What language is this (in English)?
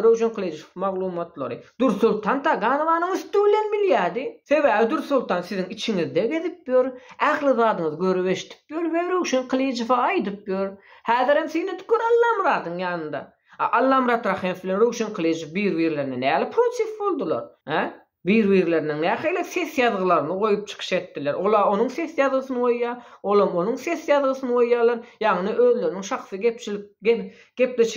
Turkmen